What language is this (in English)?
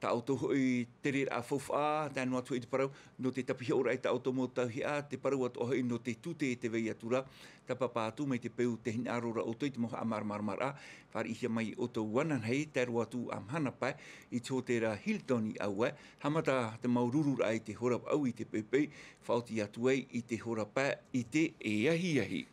Tahitian